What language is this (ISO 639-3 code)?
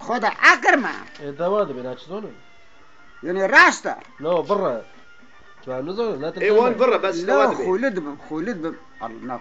kur